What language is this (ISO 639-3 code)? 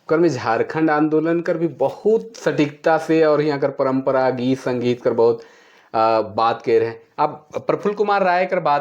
sck